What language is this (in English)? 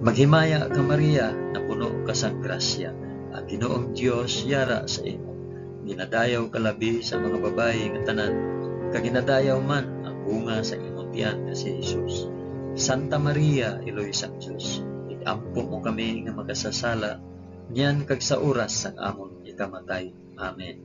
Hiligaynon